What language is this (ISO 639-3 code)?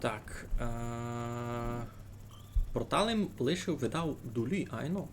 rue